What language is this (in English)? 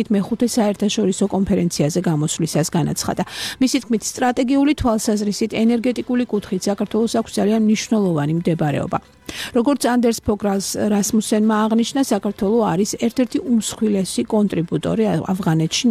Georgian